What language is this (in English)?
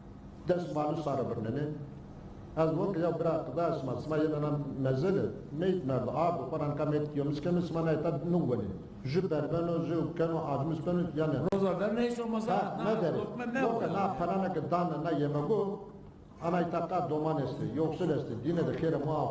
Zaza